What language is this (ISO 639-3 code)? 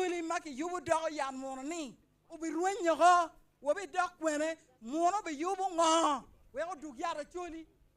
ach